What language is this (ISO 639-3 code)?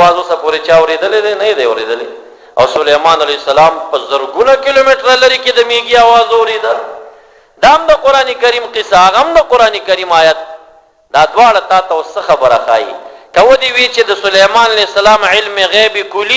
pus